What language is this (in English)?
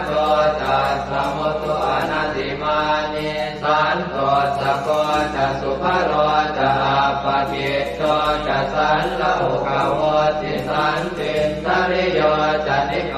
Pali